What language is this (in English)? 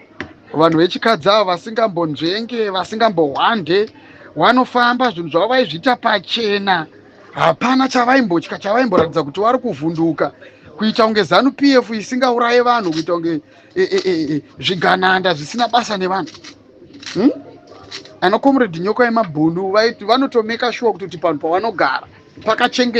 Shona